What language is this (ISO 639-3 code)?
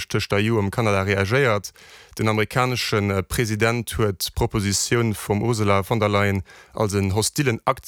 ltz